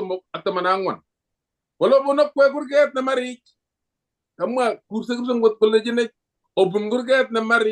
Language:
Kalenjin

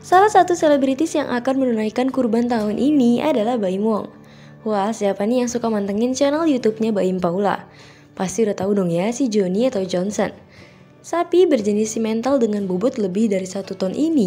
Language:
Indonesian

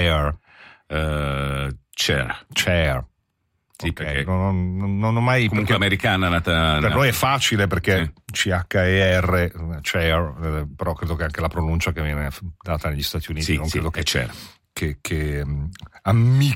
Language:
Italian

